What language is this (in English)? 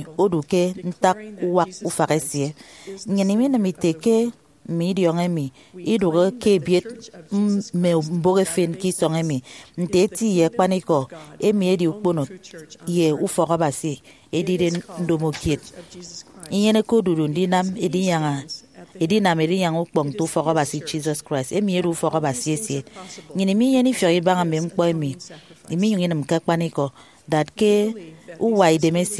Efik